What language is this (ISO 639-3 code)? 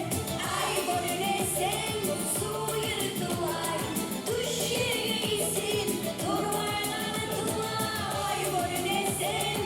kum